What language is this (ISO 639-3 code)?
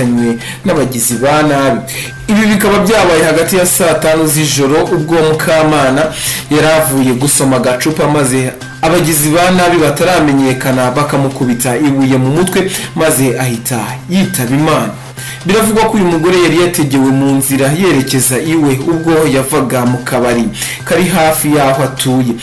kin